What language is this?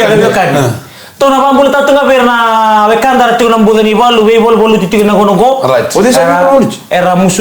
Fijian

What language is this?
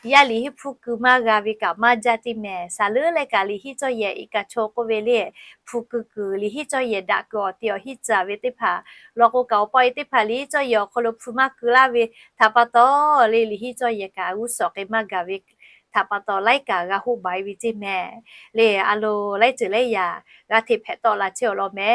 Lahu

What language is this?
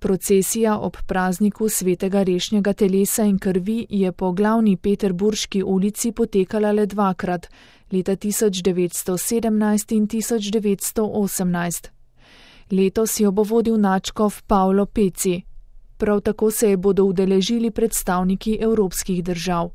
Slovenian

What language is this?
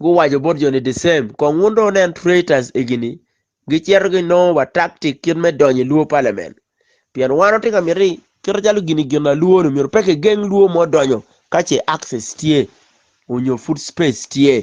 Acoli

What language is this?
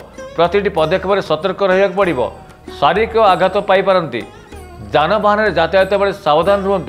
Odia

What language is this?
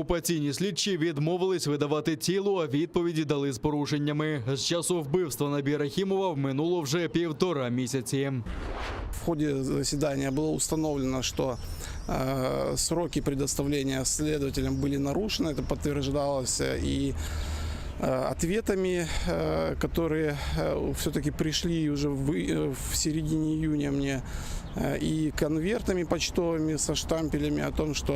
Crimean Tatar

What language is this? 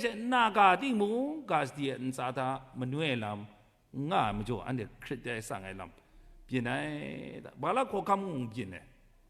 Kachin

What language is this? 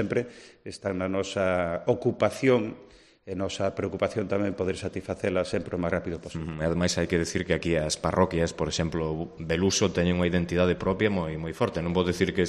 Galician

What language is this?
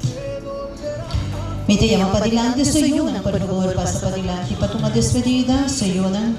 Papiamento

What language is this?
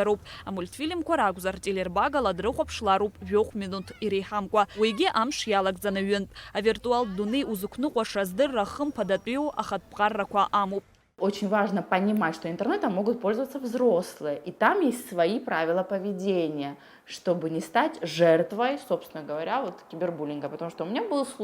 Abkhazian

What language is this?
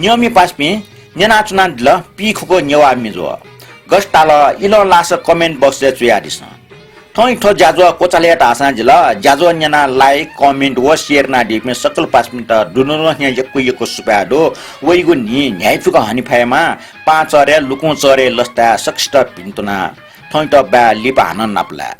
Newari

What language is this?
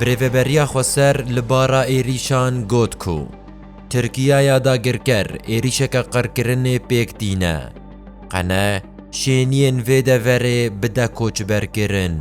Kurdish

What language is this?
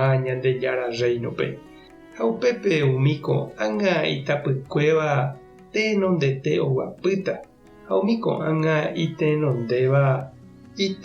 Guarani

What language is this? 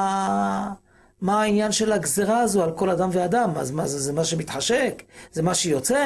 Hebrew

